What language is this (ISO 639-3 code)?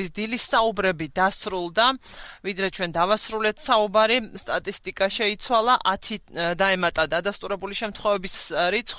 kat